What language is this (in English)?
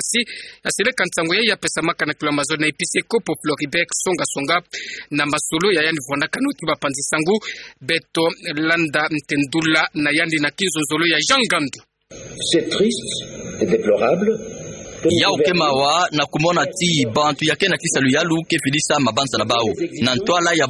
Kituba (Democratic Republic of Congo)